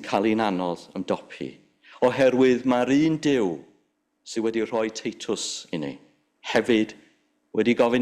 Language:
Welsh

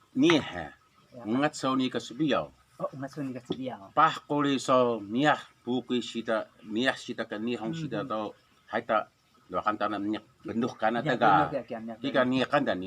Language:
Taroko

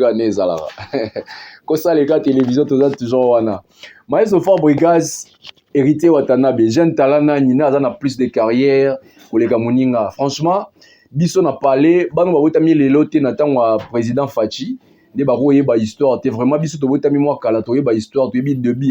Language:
Lingala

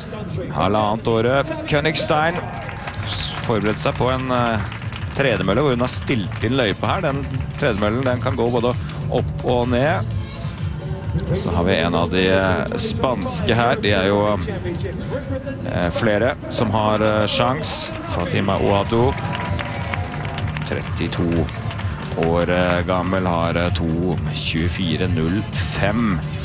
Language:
Norwegian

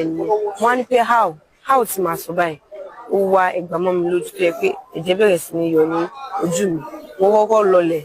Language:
Yoruba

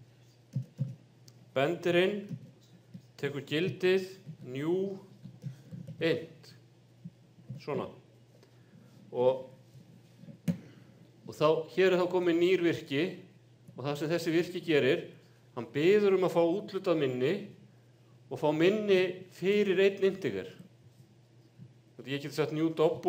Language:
Icelandic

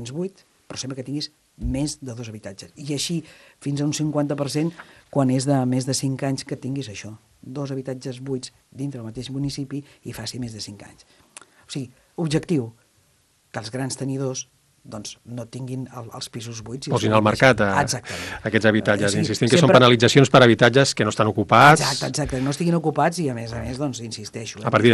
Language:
Catalan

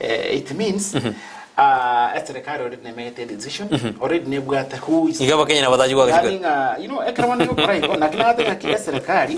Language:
Gusii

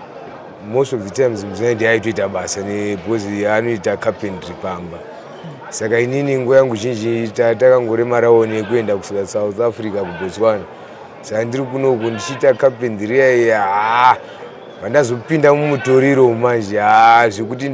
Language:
Shona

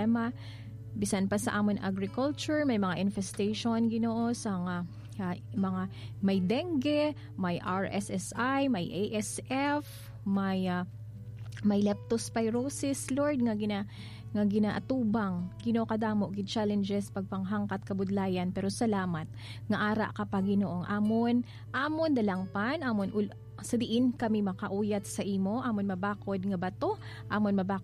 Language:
Hiligaynon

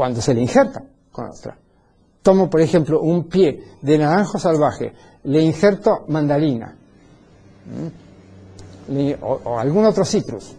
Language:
Spanish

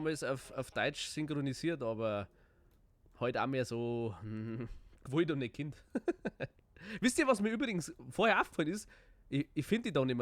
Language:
Bavarian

